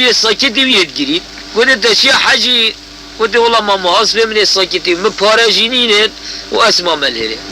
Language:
Kurdish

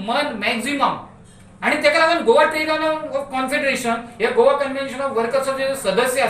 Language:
Konkani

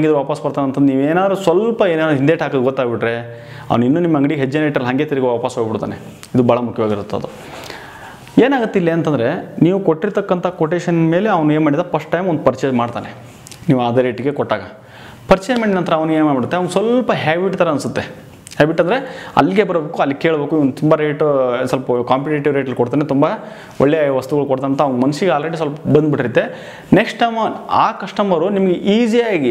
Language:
Kannada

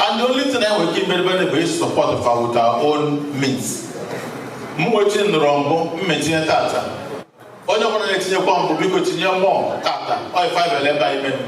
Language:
Igbo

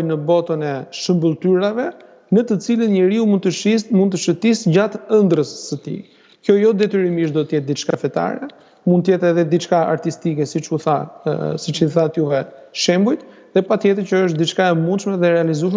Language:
Albanian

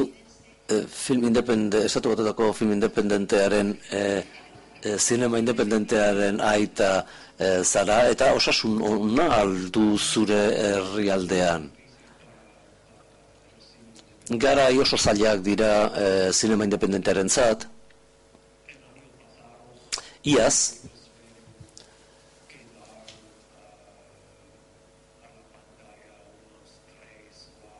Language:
Basque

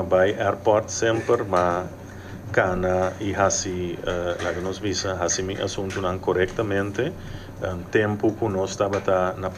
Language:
Papiamento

